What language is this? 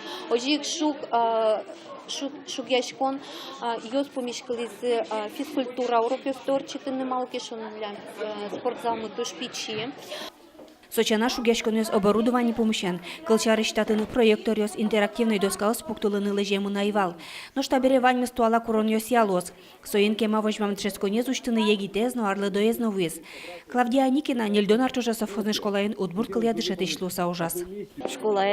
Udmurt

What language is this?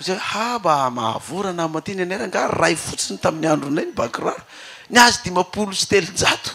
Malagasy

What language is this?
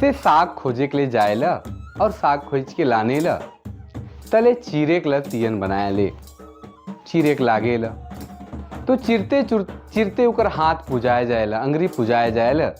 Sadri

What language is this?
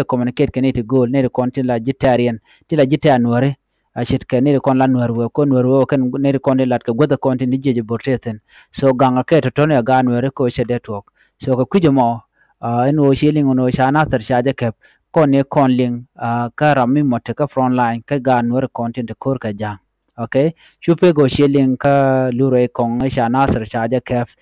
Nuer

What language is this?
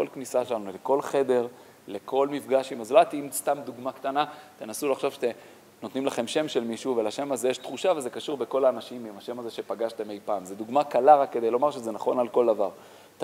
Hebrew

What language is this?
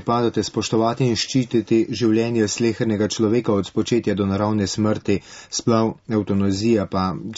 Slovenian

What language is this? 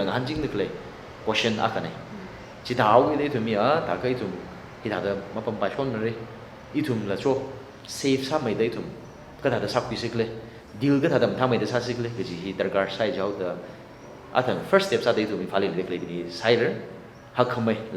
Tangkhul Naga (India)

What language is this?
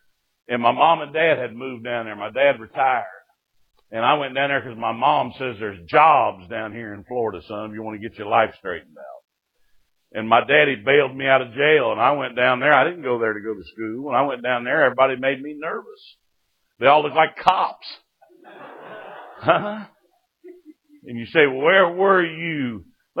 English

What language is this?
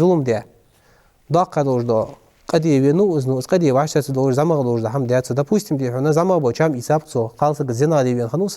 Ingush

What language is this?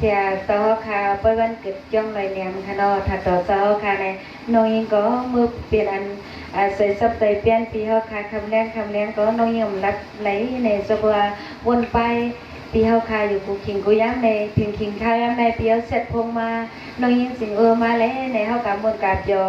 Shan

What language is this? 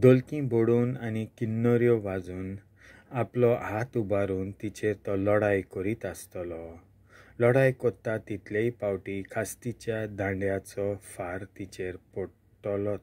Konkani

